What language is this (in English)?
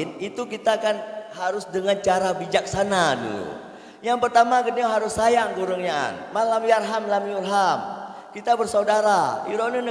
Achinese